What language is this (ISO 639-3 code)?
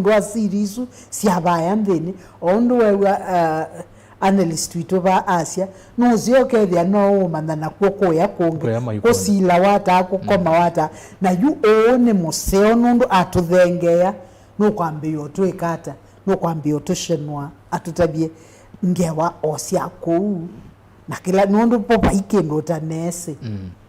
kam